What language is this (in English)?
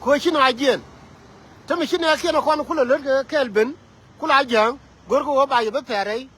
Nuer